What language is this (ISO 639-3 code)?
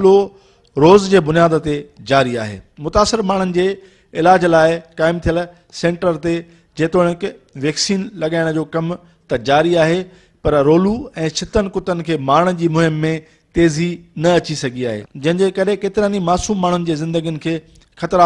snd